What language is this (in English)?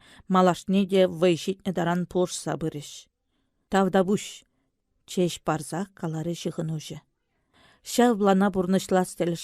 Chuvash